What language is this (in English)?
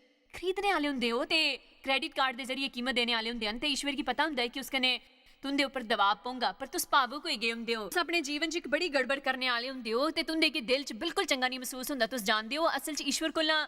Dogri